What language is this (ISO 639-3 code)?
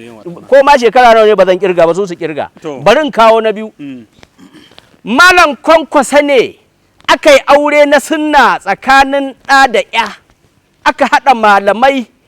hau